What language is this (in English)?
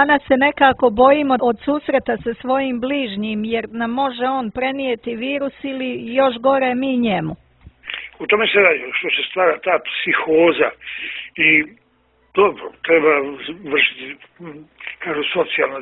Bosnian